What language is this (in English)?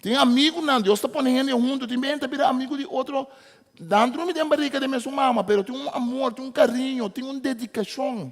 Papiamento